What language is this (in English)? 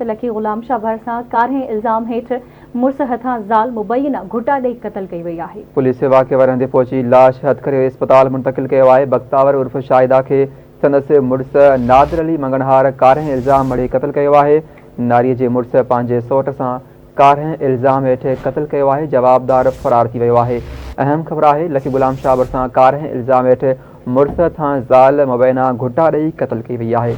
Sindhi